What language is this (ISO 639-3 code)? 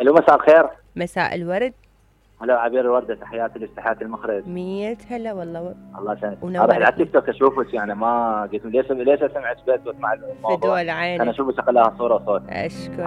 acm